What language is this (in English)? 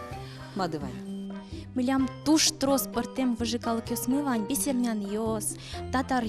Udmurt